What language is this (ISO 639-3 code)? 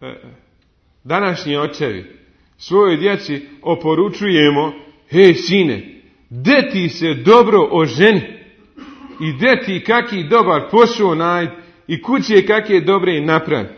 bos